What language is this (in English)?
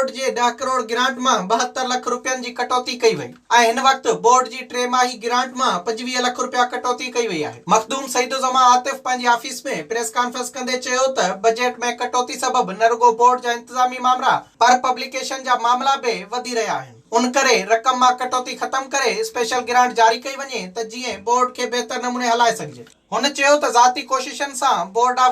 Sindhi